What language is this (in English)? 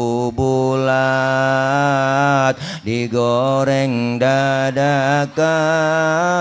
Betawi